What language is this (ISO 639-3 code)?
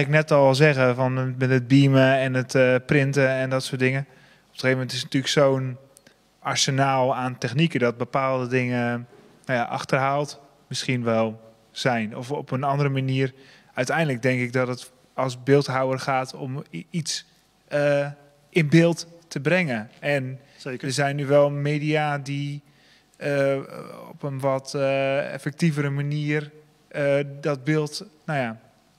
nld